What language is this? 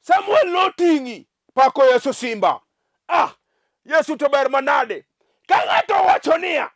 Luo (Kenya and Tanzania)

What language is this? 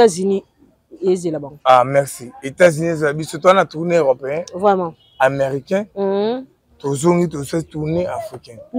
Lingala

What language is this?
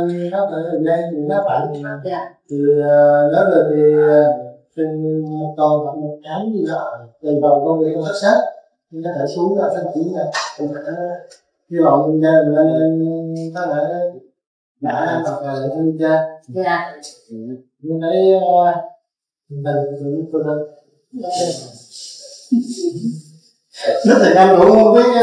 Vietnamese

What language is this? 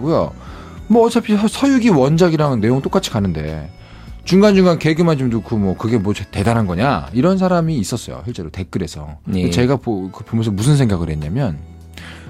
Korean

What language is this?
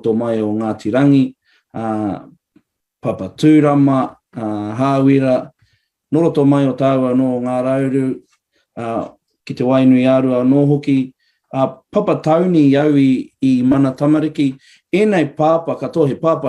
Māori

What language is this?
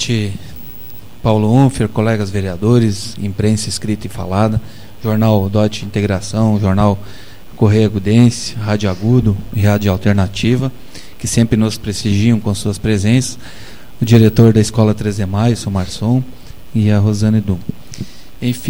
Portuguese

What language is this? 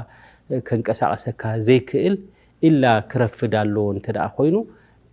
Tigrinya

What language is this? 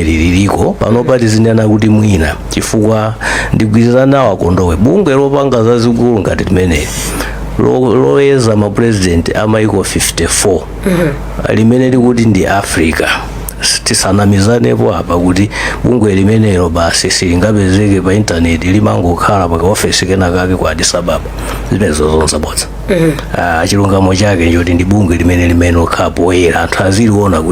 Nyanja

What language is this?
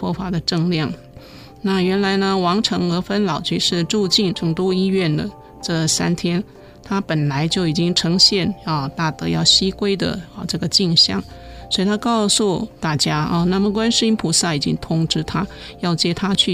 Chinese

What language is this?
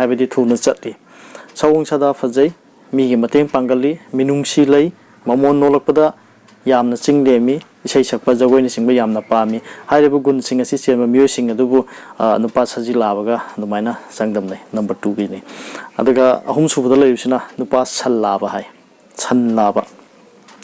Manipuri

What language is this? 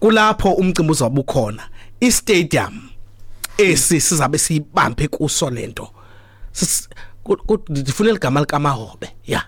Xhosa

